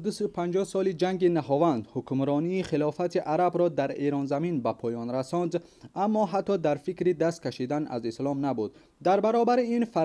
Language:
Tajik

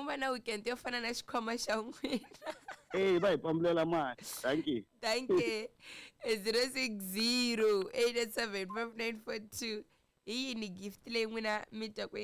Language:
Tsonga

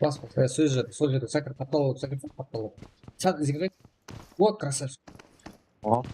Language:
Kara-Kalpak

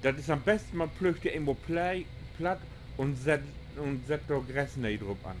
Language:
Low German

